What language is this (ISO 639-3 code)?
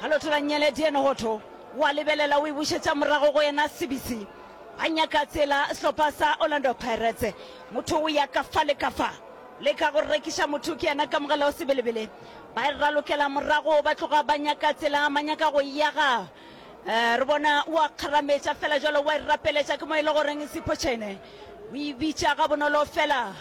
nso